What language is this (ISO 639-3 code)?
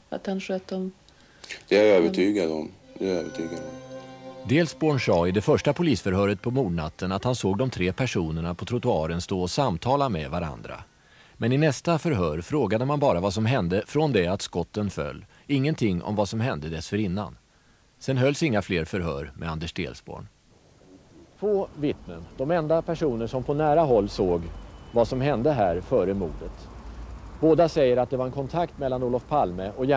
swe